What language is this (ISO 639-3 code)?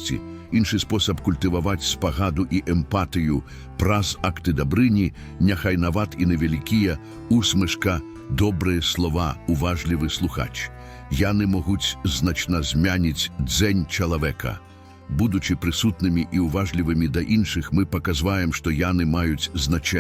bel